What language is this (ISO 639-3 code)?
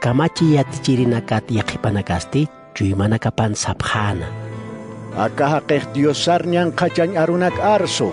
aym